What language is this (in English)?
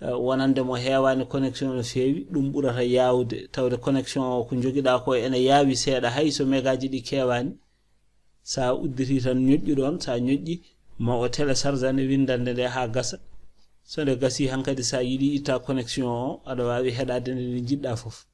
Fula